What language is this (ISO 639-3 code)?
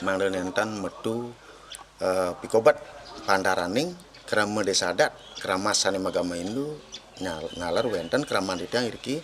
ban